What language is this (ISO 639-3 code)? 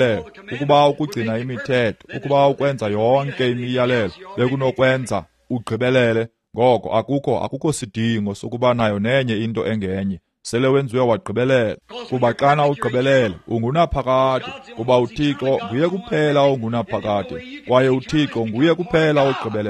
xho